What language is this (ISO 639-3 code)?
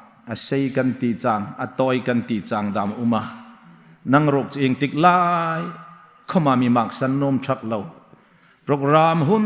hmr